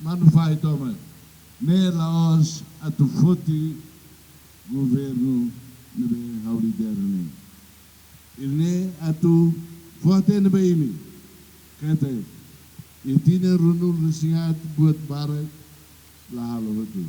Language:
Tetum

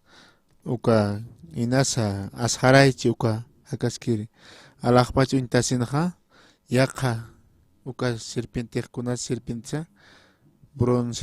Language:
Aymara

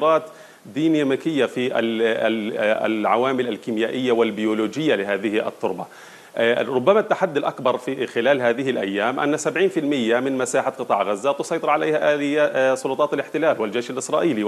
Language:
Arabic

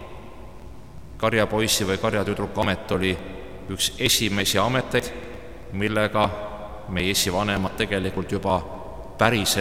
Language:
Estonian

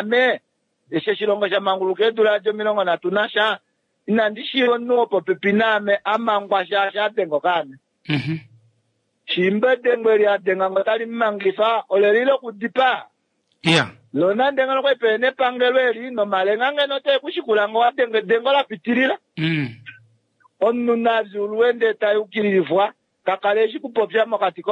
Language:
Kuanyama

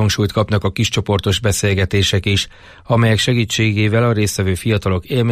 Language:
Hungarian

